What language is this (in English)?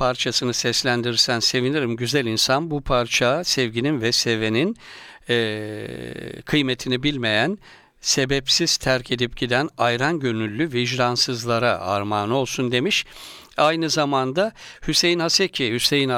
Turkish